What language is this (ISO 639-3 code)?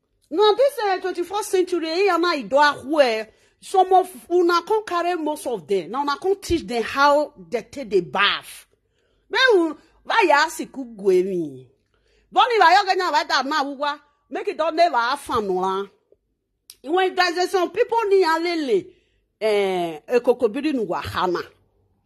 pcm